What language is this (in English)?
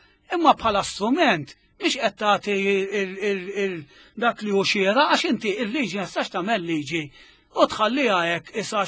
Maltese